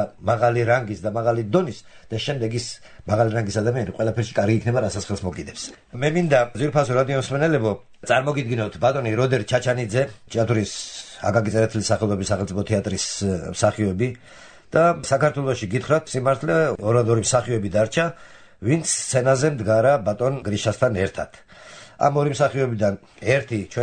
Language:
Georgian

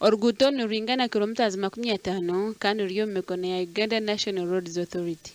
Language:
Nyankole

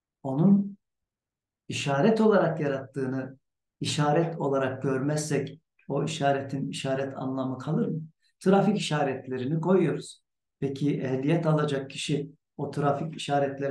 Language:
Turkish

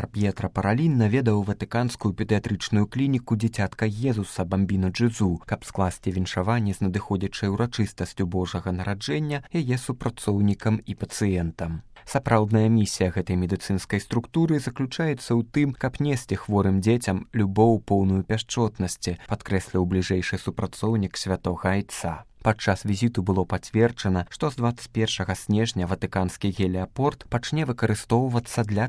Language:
Belarusian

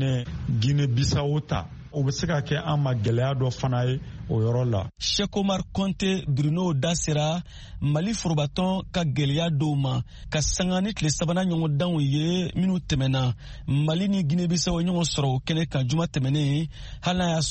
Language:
Bambara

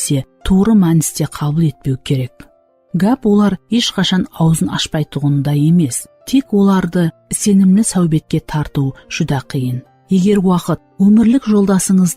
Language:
Kara-Kalpak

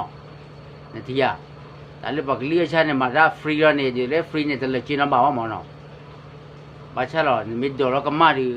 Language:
S'gaw Karen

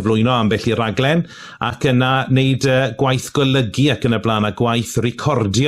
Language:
Welsh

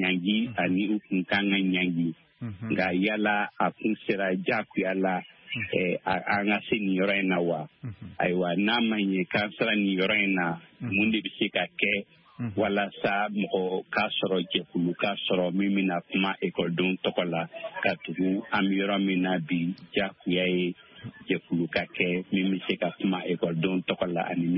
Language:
Bambara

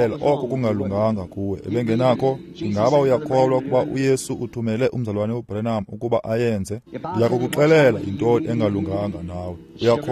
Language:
Xhosa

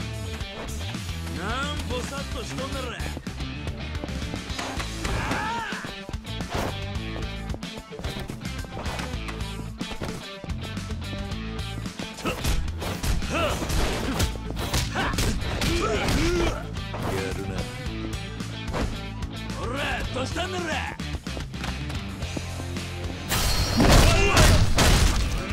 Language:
Japanese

